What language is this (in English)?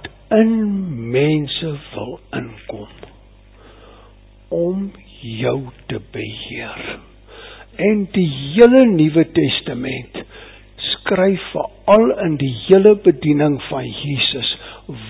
Afrikaans